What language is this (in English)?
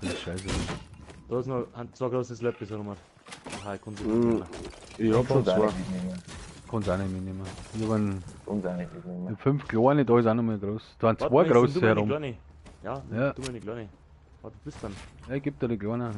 Bavarian